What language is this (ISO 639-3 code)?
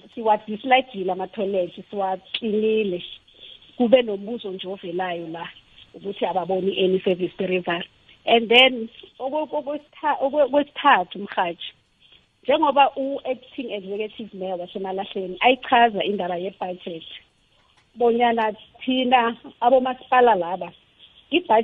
nbl